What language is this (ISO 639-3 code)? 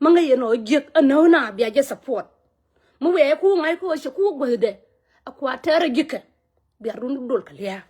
nus